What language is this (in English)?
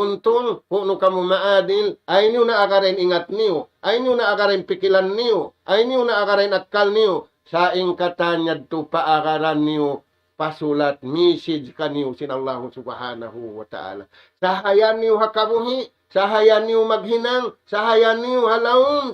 Tausug